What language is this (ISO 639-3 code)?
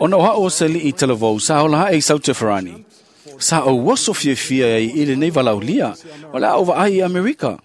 smo